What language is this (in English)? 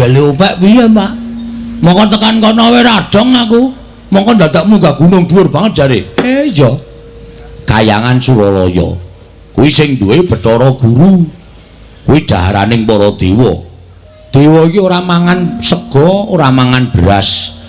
Javanese